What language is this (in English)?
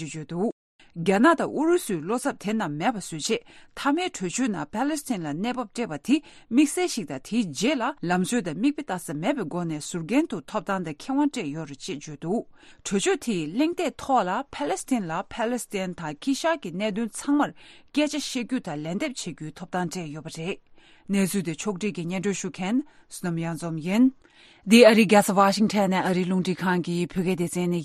Tibetan